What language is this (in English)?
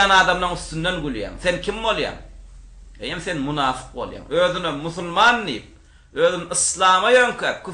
Turkmen